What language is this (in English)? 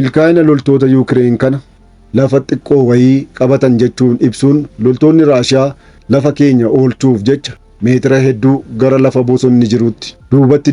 Oromo